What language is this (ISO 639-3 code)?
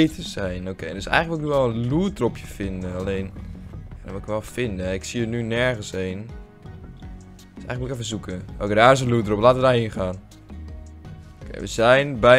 nld